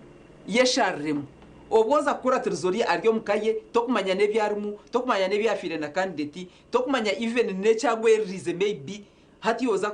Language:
Nyankole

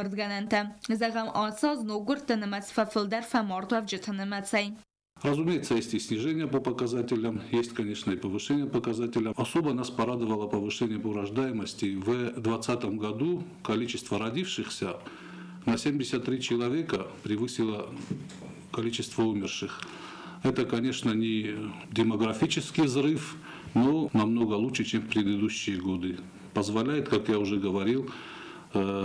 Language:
Ossetic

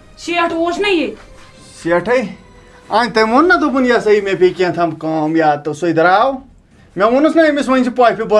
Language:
Kashmiri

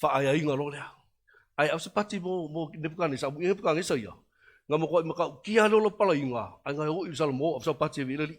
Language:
Samoan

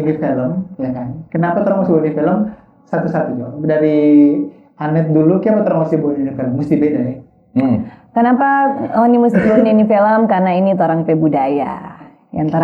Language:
Manado Malay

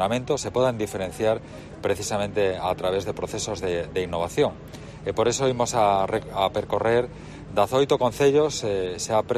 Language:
Galician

